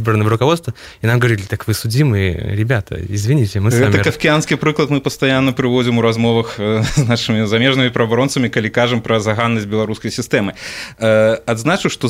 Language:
Belarusian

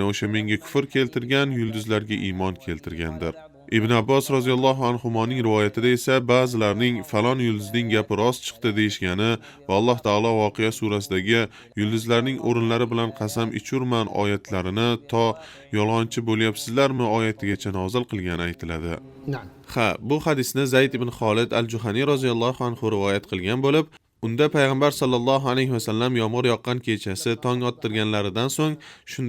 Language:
Uzbek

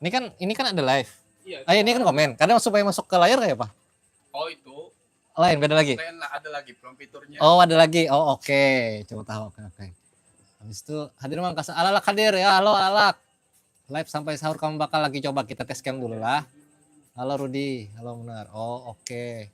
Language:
Banjar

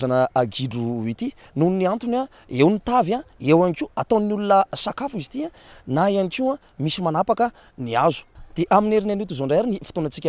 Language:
Malagasy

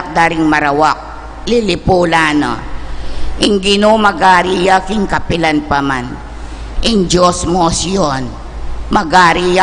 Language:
Pampanga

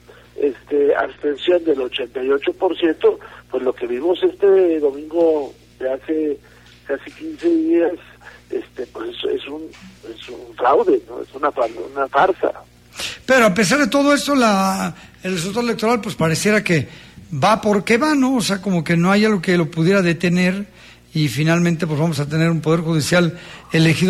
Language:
Spanish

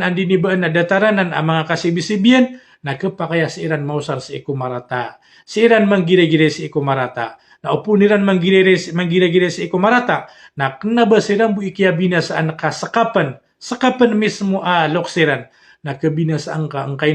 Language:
Maranao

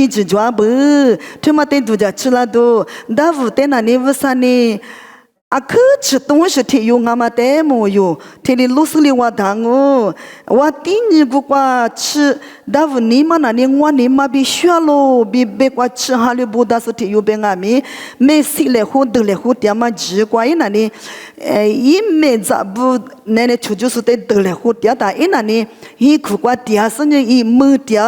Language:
Lisu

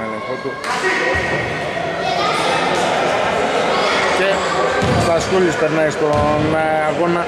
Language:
Greek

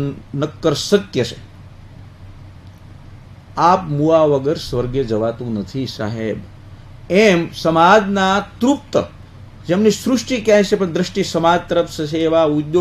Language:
Gujarati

